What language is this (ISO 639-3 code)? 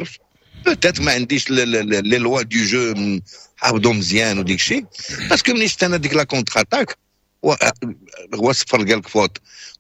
ary